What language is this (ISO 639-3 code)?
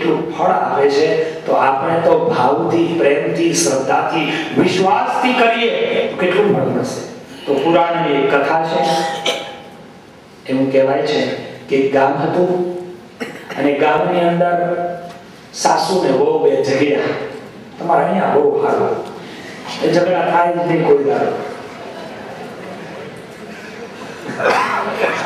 guj